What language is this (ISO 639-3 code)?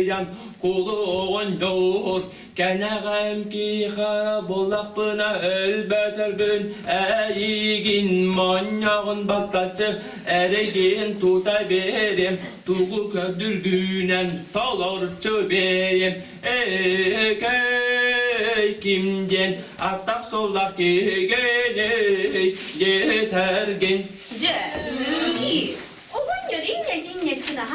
sah